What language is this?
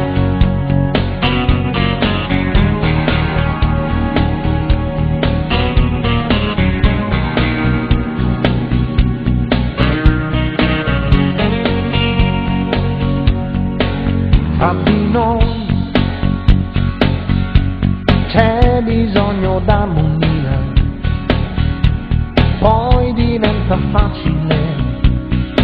Italian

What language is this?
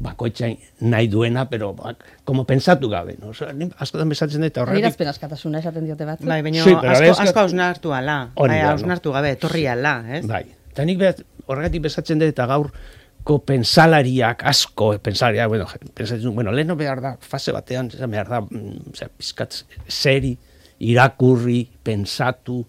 Basque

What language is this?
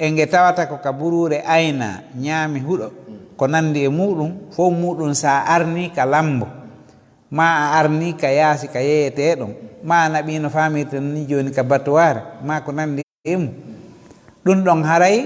Fula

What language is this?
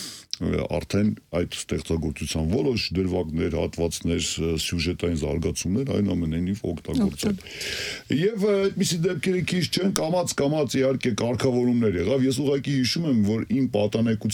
Armenian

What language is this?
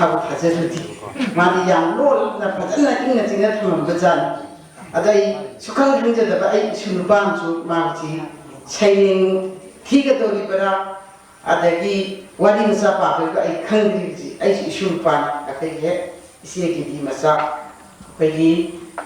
Manipuri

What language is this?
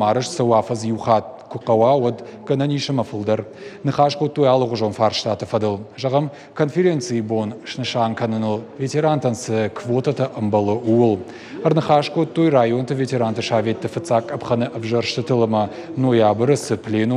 Ossetic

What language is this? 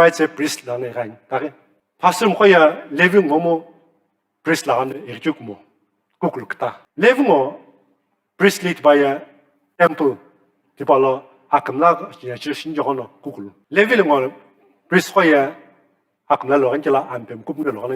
Sumi Naga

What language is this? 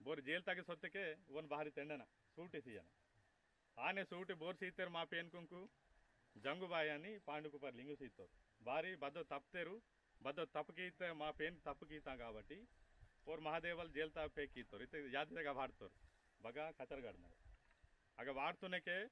Aheri Gondi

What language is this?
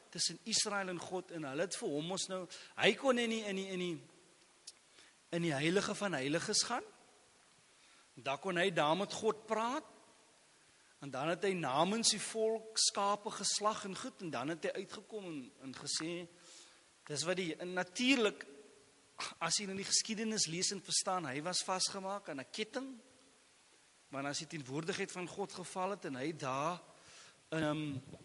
Afrikaans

